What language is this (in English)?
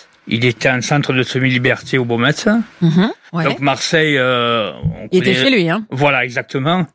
French